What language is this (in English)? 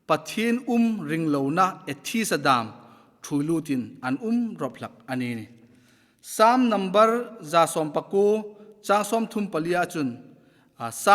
Hmar